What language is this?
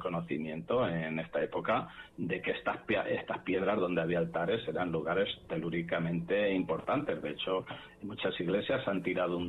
Spanish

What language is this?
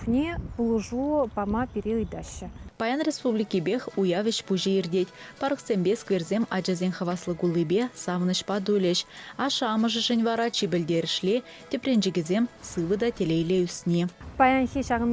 Chuvash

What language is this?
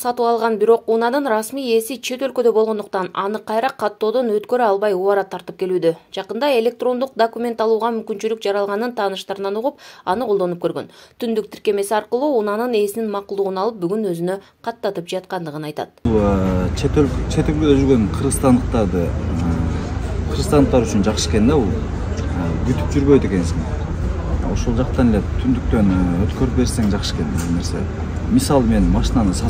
Kyrgyz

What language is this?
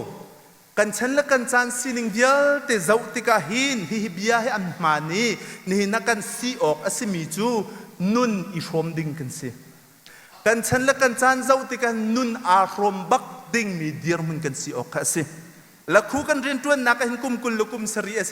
Hakha Chin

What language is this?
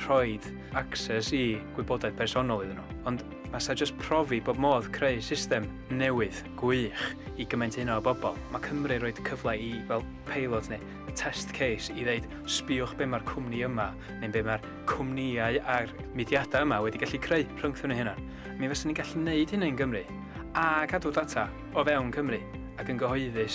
Welsh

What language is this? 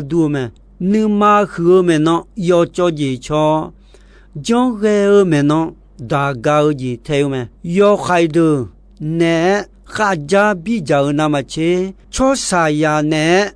Akha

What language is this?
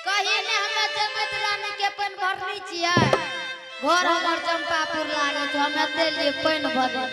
Angika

